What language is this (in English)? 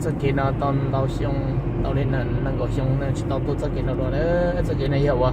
Hmong